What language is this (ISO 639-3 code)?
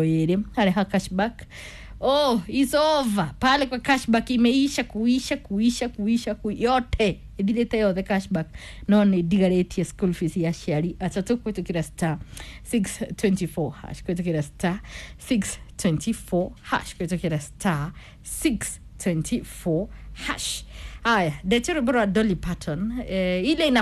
kik